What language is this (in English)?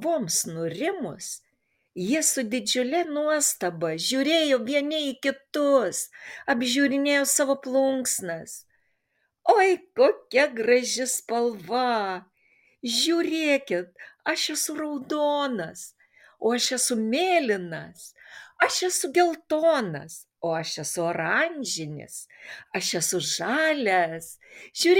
Lithuanian